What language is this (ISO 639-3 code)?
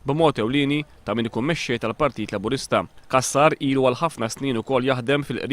mlt